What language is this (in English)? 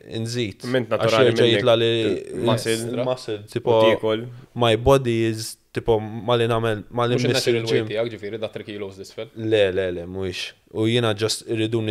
Maltese